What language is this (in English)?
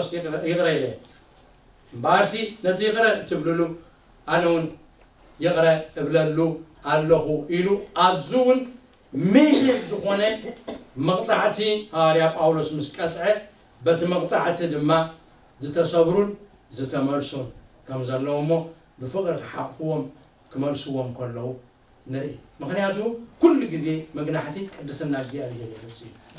Tigrinya